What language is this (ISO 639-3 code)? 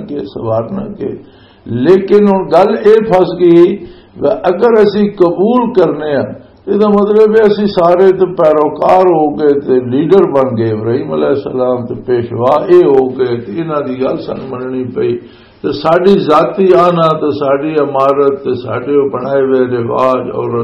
lah